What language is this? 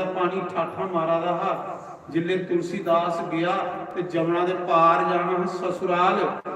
Dogri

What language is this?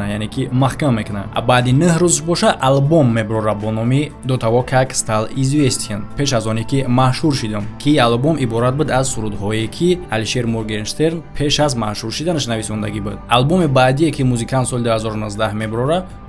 Tajik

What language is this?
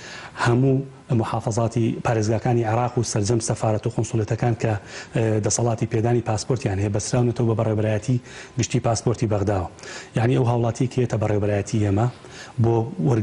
Central Kurdish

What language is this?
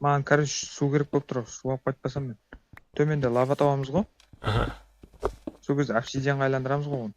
Kara-Kalpak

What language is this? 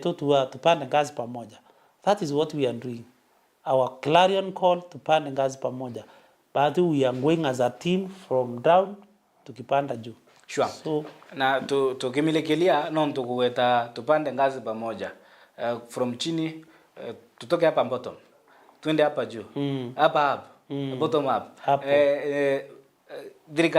Meru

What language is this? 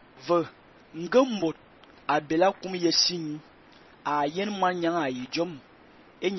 Fang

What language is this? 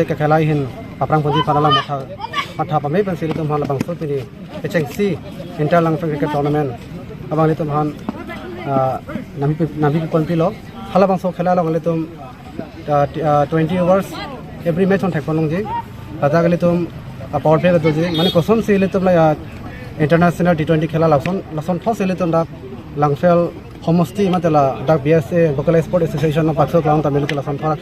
Karbi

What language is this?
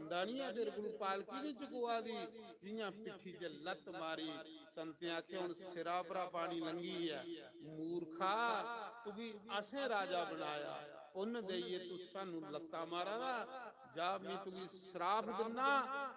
Dogri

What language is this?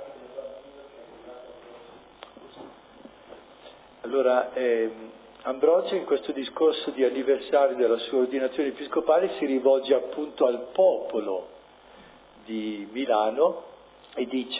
Italian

